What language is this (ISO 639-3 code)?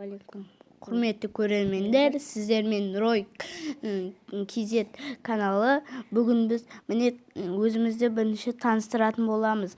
kaz